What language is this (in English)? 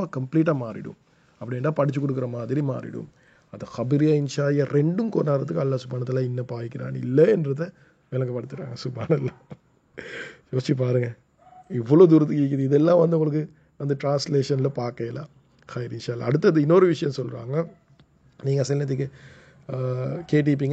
Tamil